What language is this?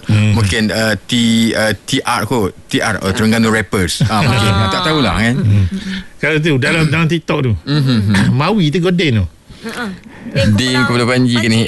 Malay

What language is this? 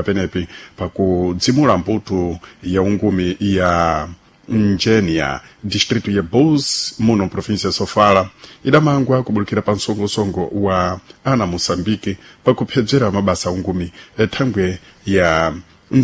Sena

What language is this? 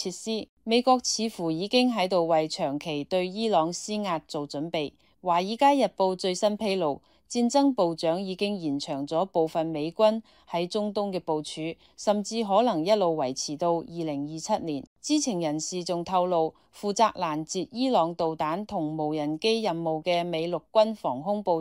Cantonese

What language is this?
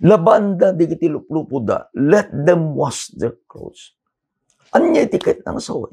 Iloko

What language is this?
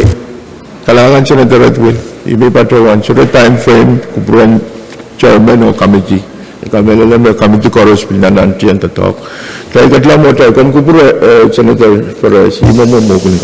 Pohnpeian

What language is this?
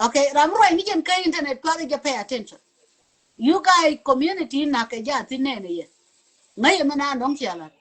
Nuer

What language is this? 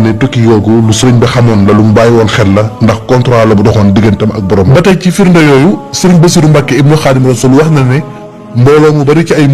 Wolof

